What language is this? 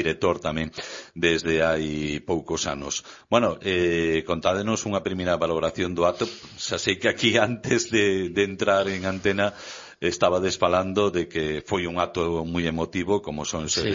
Galician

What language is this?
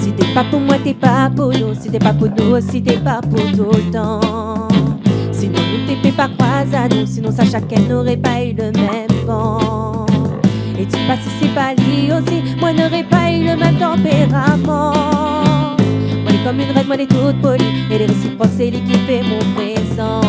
Réunion Creole French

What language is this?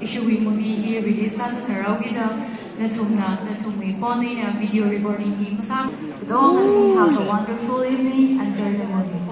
Tangkhul Naga (India)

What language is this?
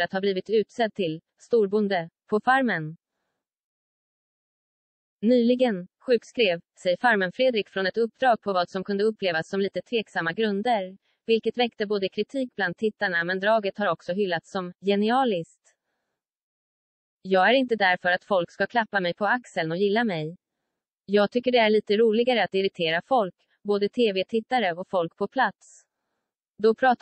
Swedish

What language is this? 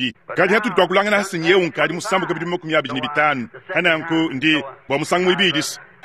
Luba-Lulua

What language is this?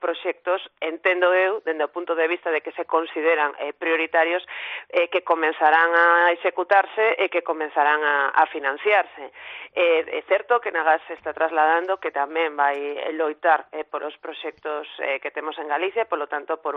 Galician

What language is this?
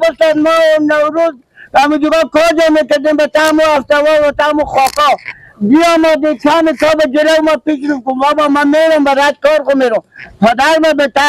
Persian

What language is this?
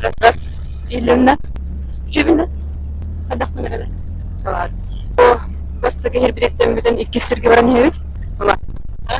Yakut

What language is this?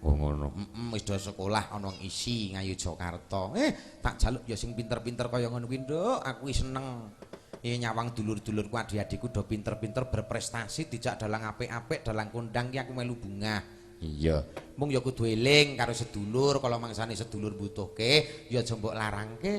Javanese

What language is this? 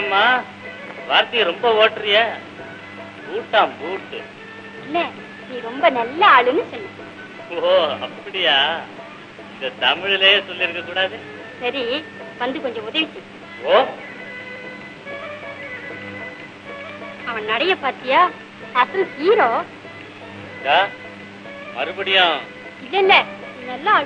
Tamil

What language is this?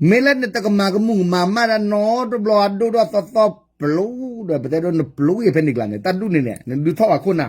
S'gaw Karen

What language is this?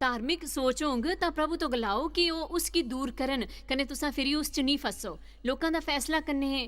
Dogri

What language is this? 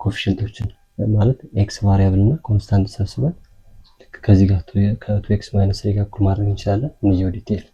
Amharic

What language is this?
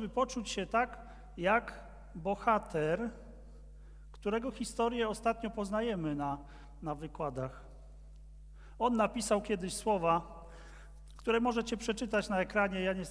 Polish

